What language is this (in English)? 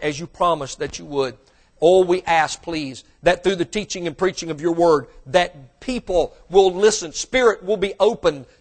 English